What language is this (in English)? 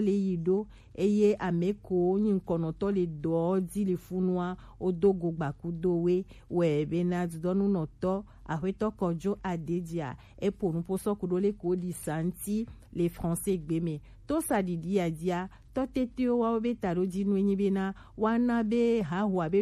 Gen